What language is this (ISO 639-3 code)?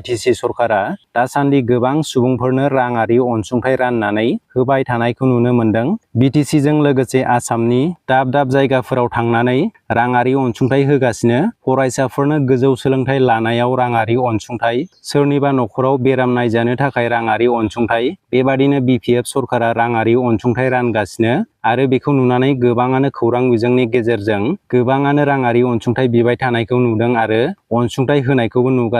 brx